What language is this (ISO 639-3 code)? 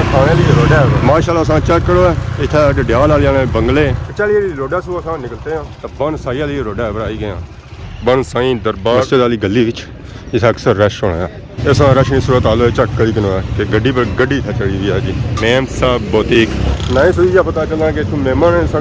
phr